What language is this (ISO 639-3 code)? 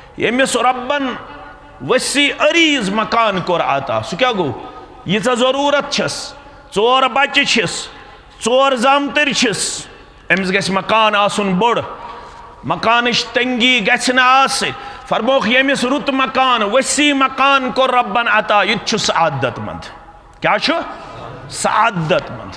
kas